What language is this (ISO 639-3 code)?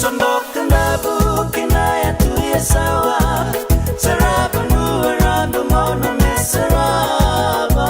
fij